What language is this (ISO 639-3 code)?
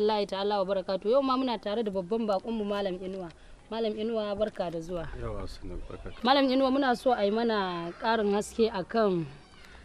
hau